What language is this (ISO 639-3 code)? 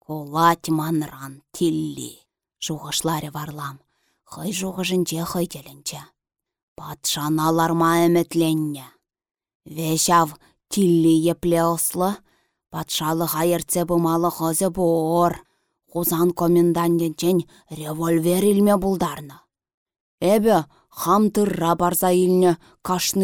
chv